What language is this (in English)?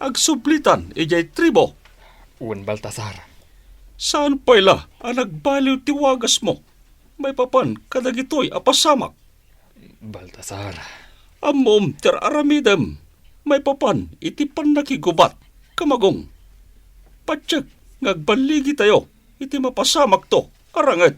Iloko